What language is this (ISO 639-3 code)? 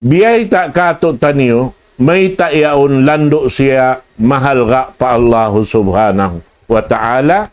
tsg